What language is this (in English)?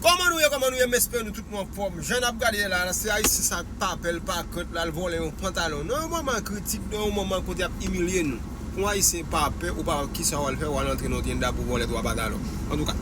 Haitian Creole